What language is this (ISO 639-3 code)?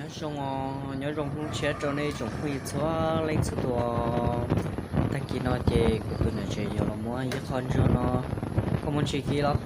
hmn